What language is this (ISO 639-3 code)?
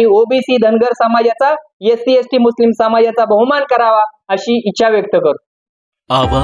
mar